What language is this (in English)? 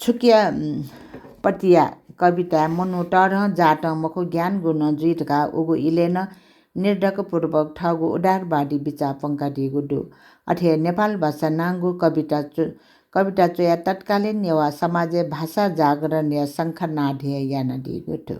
Newari